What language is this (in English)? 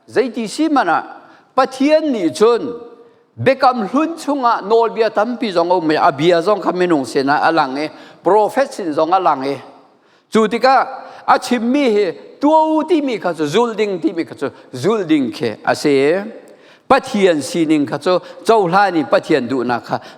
Hakha Chin